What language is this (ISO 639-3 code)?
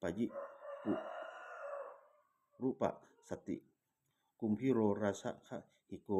pli